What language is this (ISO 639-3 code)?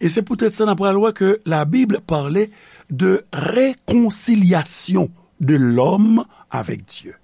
hat